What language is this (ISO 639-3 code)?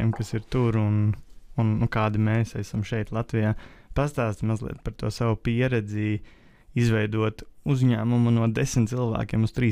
lav